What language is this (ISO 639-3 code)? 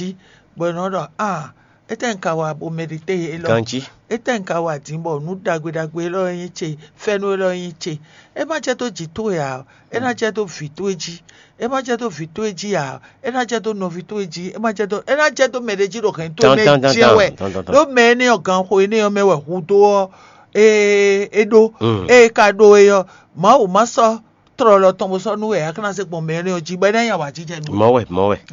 fon